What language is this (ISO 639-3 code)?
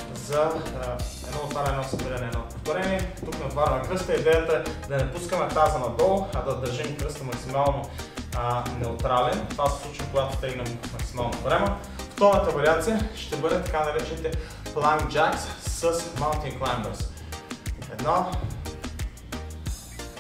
bul